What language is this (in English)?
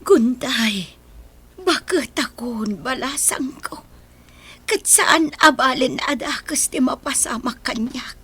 Iloko